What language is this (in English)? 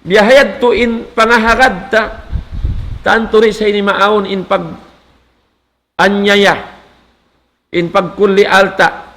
Tausug